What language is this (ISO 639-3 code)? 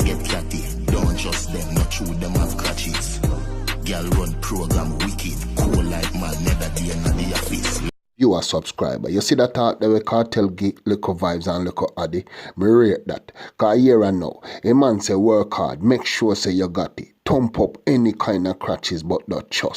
jam